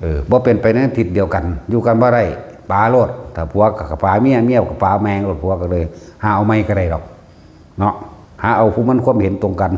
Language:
Northeastern Thai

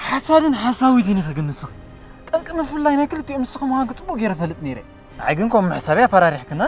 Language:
Tigrinya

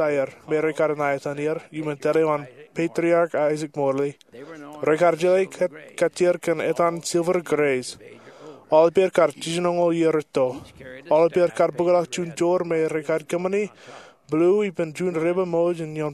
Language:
Marshallese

